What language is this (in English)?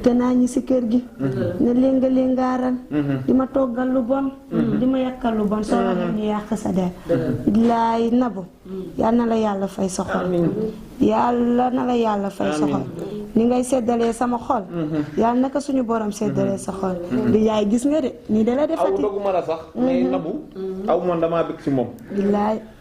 Wolof